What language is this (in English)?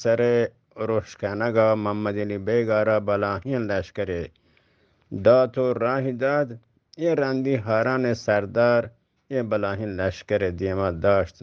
Eastern Balochi